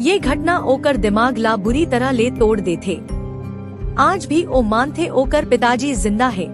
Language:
Chhattisgarhi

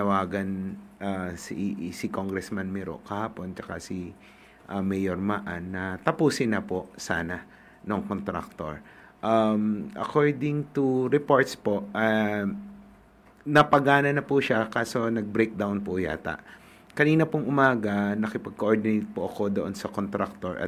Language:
Filipino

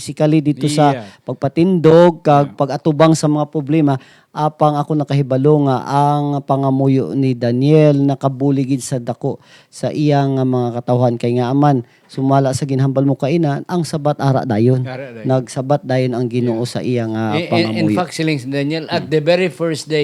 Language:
Hiligaynon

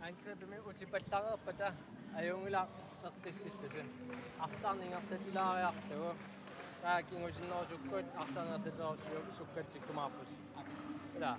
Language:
Kalaallisut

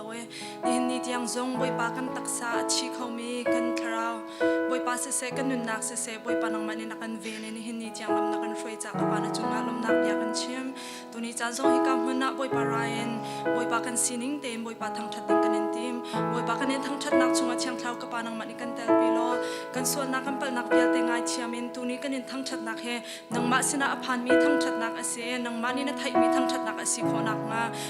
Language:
Hakha Chin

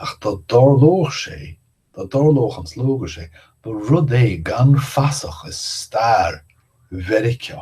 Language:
Irish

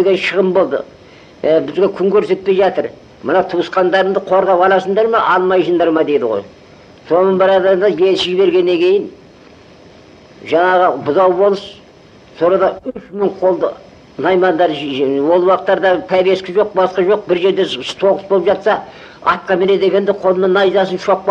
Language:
Kazakh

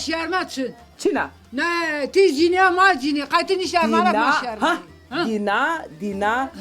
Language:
Zaza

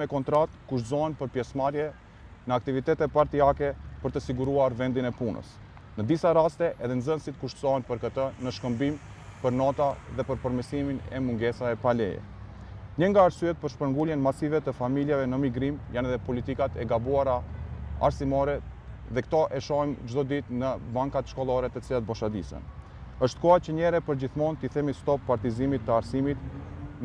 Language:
Albanian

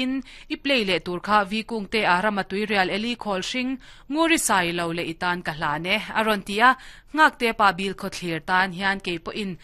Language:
Mizo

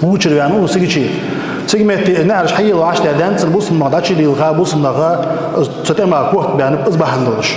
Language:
Ingush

